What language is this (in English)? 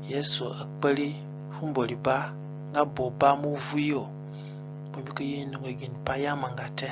Zande (individual language)